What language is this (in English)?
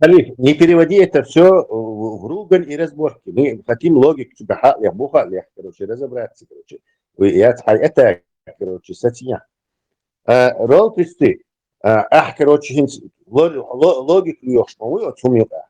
Chechen